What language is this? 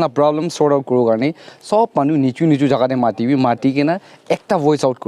Naga Pidgin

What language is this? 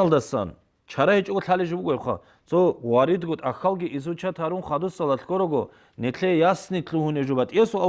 Avaric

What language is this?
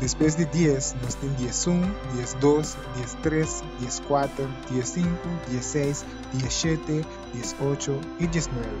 Papiamento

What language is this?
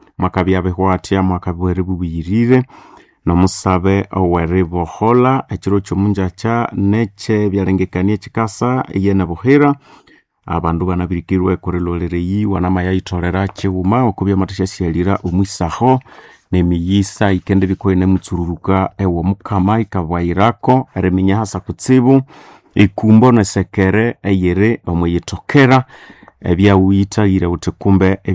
Nande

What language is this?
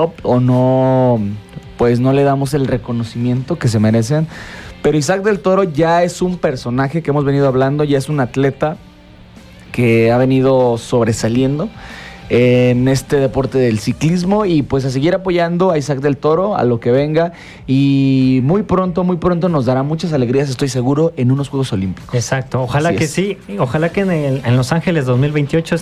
Spanish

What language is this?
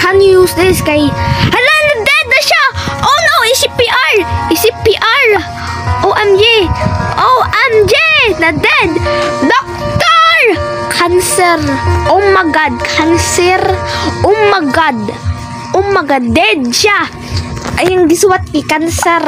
Cebuano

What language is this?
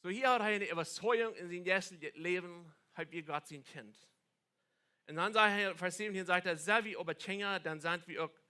Plautdietsch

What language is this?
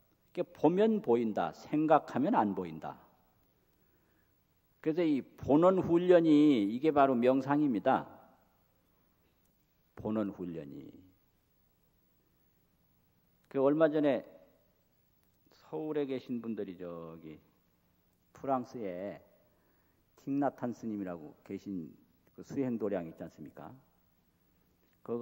Korean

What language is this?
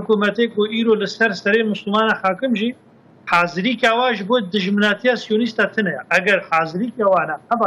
Kurdish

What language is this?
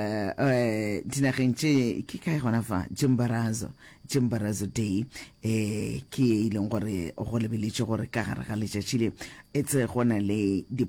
Northern Sotho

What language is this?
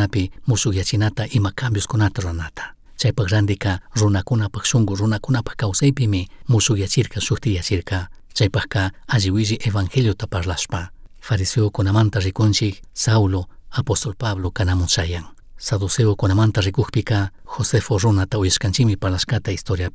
Chimborazo Highland Quichua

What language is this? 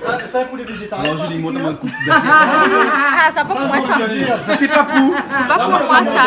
Réunion Creole French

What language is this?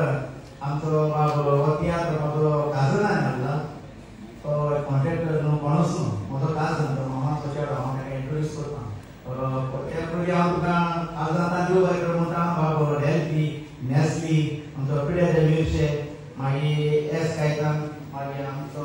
Konkani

